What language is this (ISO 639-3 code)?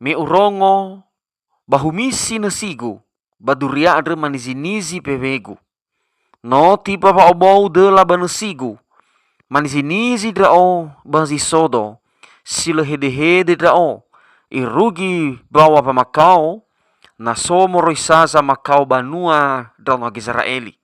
nia